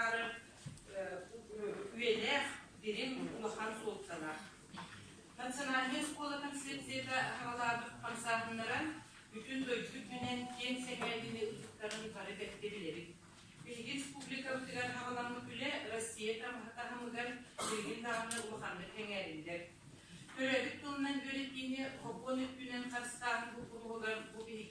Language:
Yakut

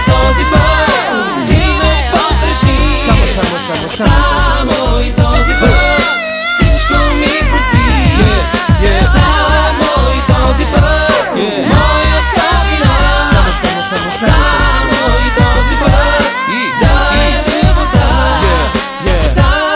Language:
Bulgarian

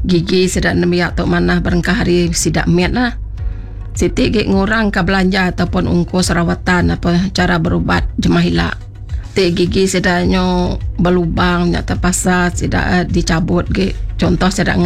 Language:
Iban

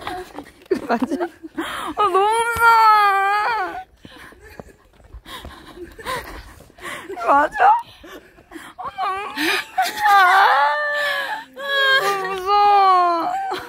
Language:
Korean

